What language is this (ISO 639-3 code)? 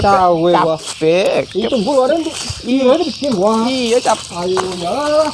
min